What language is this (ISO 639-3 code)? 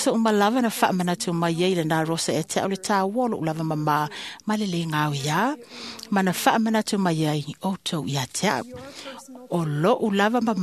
smo